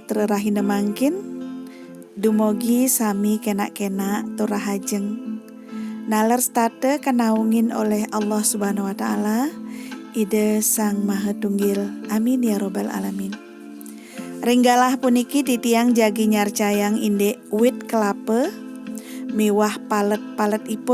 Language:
Balinese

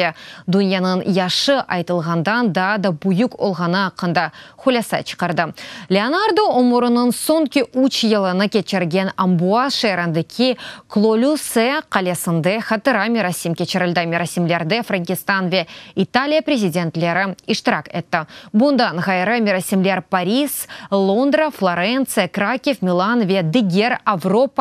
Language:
Crimean Tatar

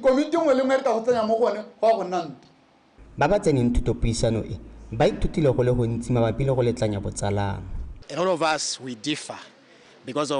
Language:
Tswana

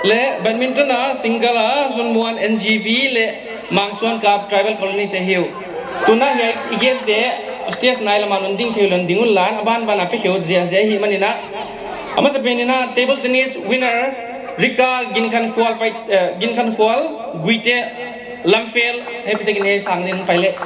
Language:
Paite Chin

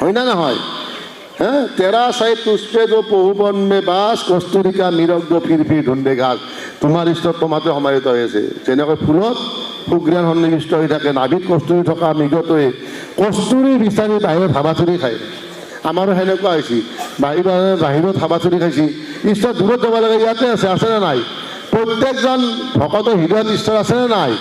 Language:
Assamese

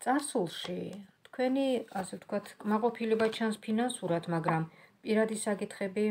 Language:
Georgian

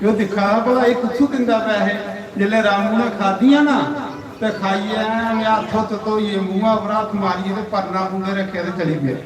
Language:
Dogri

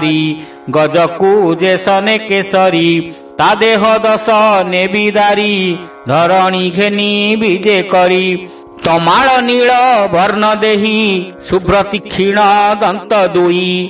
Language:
Odia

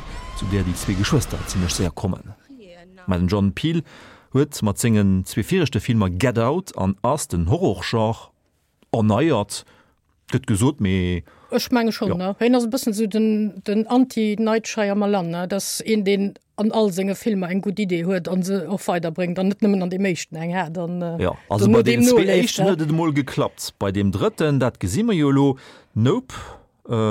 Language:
Luxembourgish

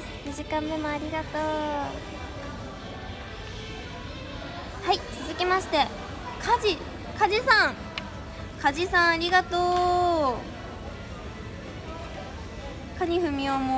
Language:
Japanese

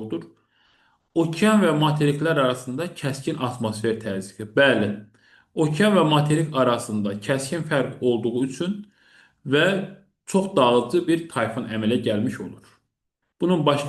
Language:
Azerbaijani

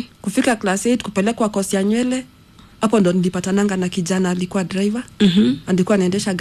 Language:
Swahili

